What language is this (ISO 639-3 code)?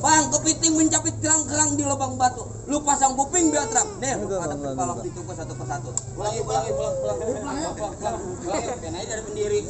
bew